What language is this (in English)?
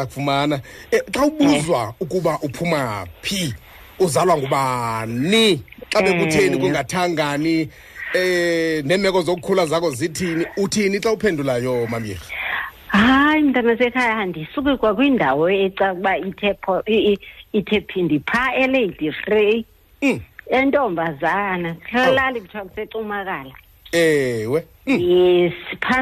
Xhosa